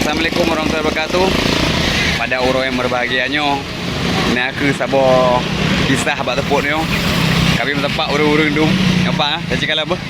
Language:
Achinese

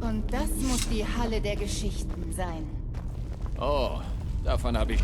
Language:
Bavarian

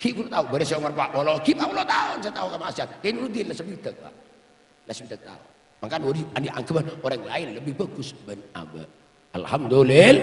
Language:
Madurese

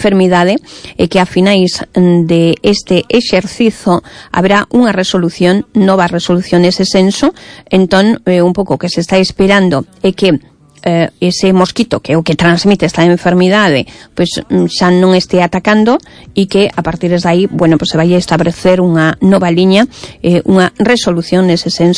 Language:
Galician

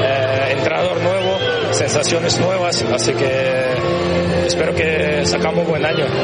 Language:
Spanish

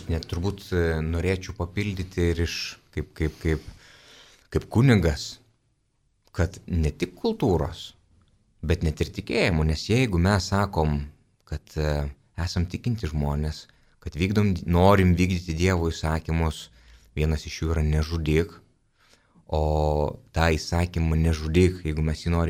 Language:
Lithuanian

